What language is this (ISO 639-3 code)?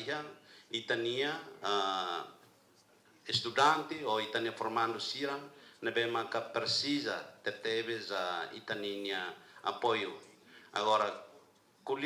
tet